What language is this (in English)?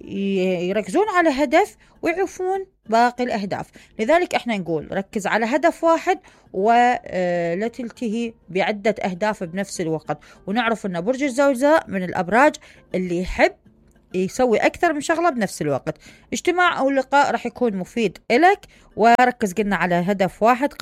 Mesopotamian Arabic